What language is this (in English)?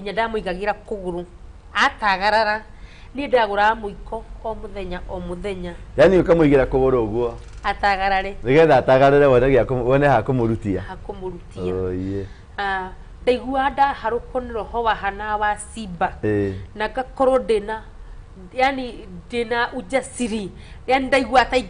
Kikuyu